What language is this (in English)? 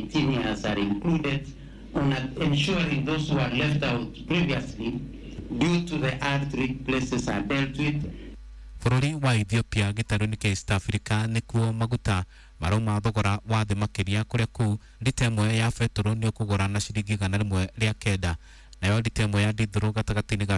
Kikuyu